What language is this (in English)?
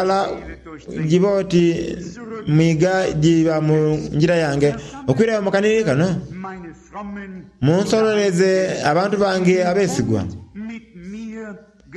Soga